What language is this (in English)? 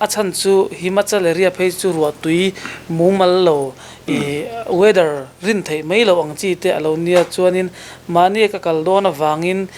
Mizo